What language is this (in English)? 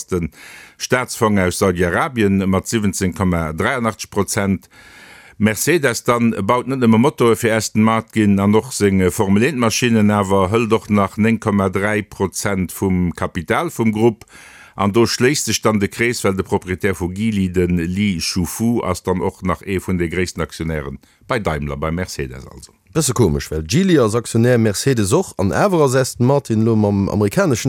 Luxembourgish